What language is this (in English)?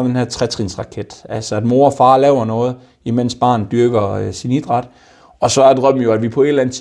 Danish